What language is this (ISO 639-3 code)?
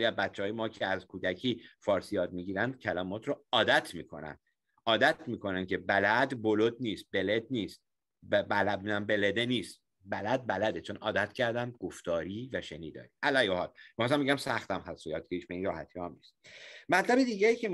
fas